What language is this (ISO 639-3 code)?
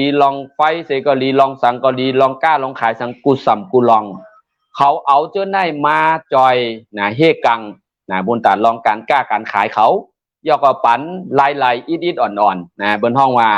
shn